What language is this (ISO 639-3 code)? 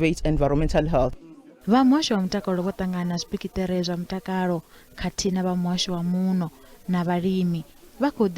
ven